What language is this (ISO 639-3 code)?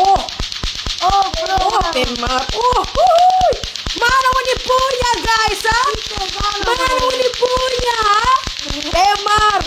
xmm